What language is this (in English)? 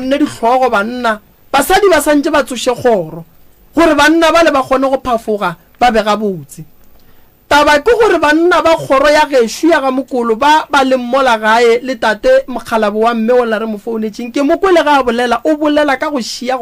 Northern Sotho